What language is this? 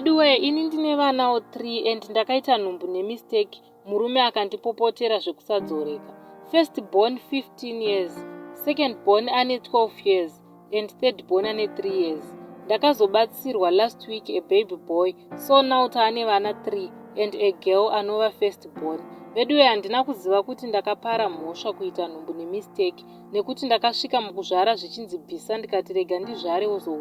Shona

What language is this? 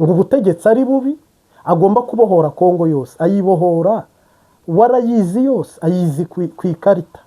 Kinyarwanda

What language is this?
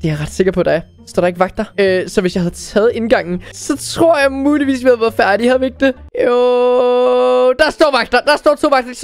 Danish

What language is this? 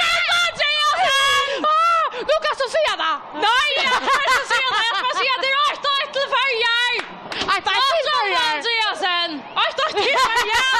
Faroese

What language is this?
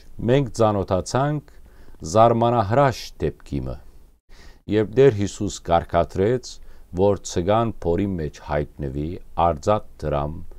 Western Armenian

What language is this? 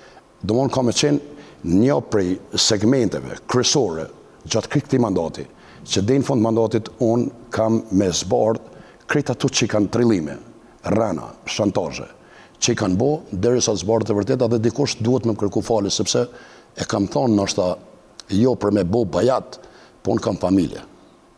Albanian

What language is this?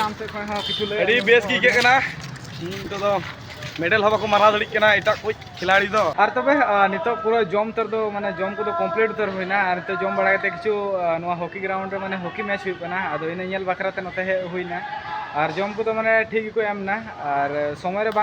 Santali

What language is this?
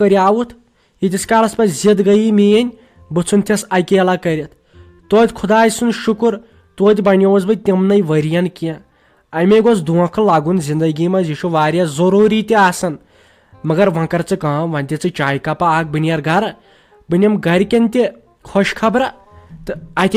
Kashmiri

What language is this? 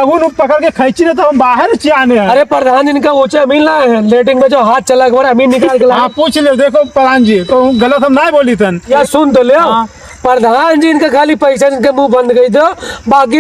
Awadhi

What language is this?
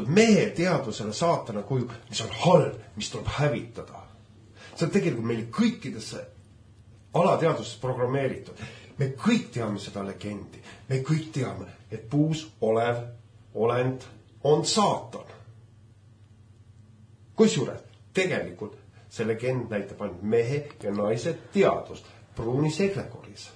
Estonian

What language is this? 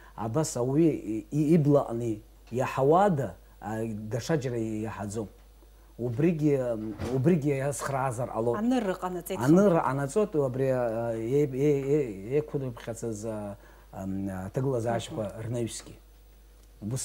Abkhazian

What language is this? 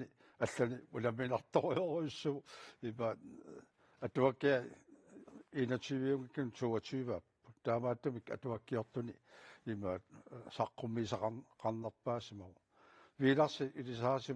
Kalaallisut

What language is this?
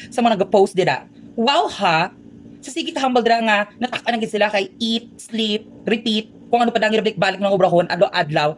Hiligaynon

